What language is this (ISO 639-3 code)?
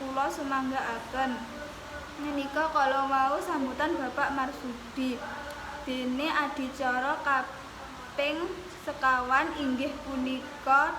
jav